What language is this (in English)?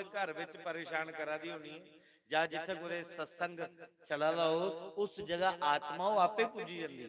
Dogri